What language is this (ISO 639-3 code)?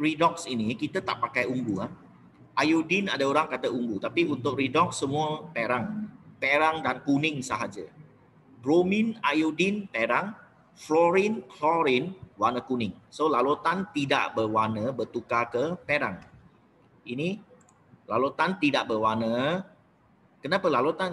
msa